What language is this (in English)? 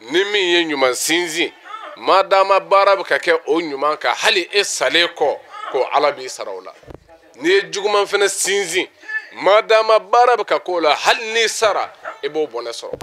Bambara